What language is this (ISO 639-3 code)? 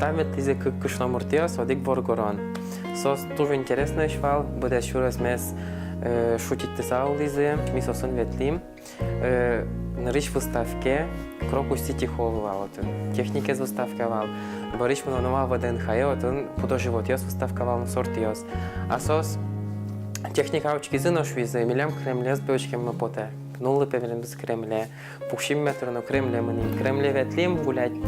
udm